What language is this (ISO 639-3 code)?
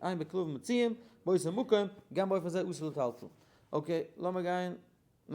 yid